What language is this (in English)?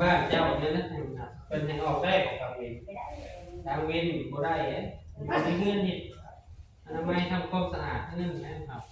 Northeastern Thai